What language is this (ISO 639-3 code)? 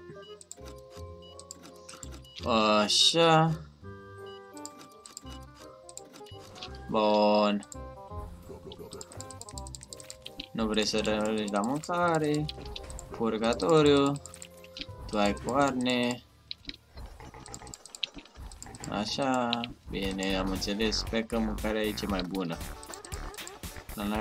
ron